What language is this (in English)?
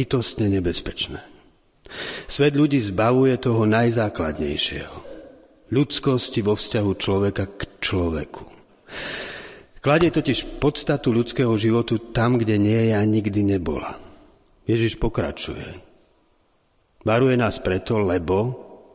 Slovak